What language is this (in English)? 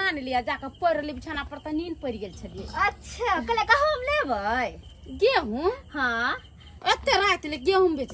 Maithili